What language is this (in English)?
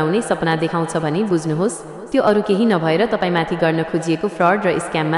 Nepali